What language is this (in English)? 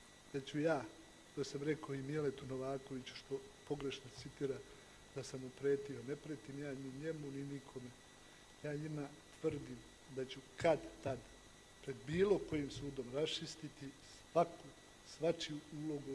Serbian